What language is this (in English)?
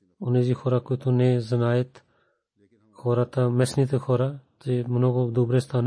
Bulgarian